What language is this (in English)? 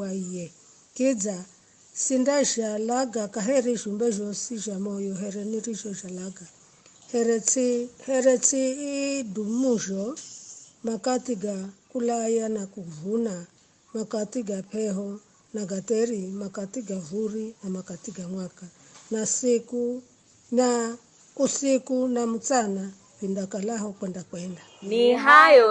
Giryama